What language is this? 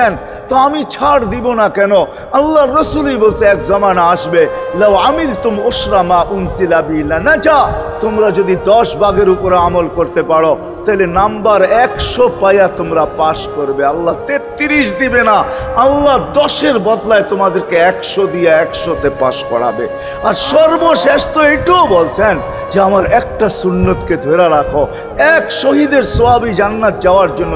Bangla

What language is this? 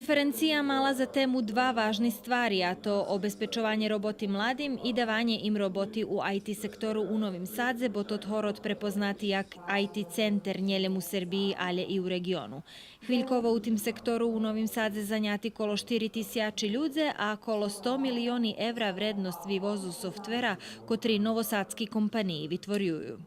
Rusyn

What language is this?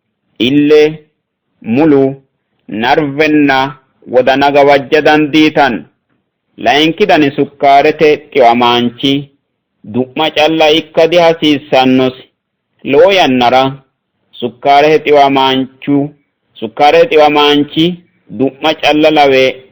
Sidamo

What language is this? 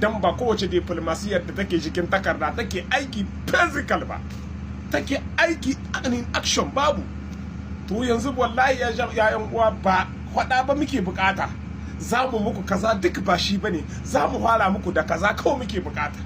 Hausa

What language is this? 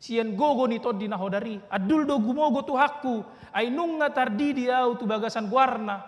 Batak Toba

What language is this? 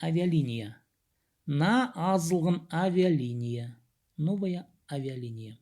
Khakas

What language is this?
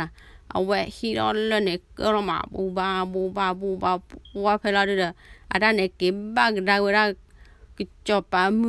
S'gaw Karen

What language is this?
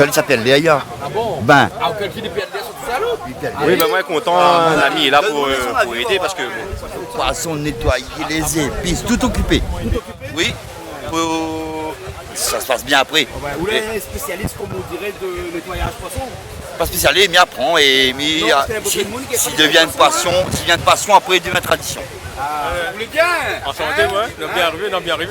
Réunion Creole French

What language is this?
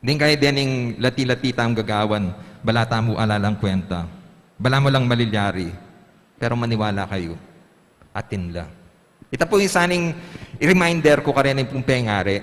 Pampanga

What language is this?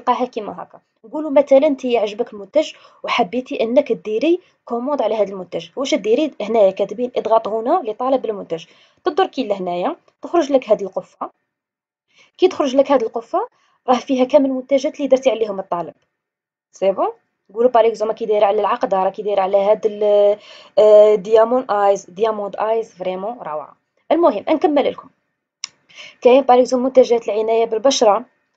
Algerian Arabic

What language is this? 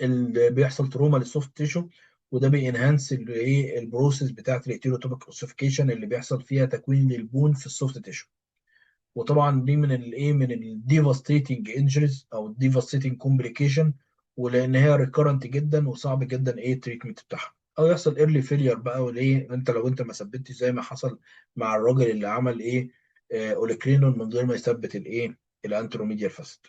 Egyptian Arabic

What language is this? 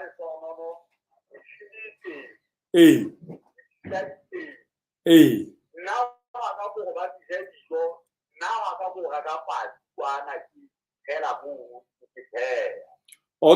Southern Sotho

